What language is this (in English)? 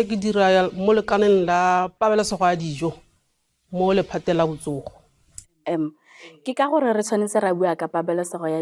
Tswana